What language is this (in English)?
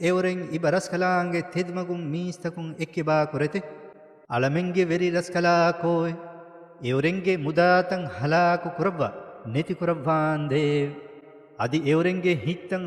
Divehi